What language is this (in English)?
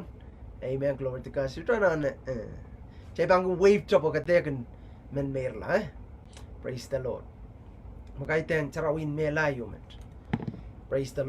Pohnpeian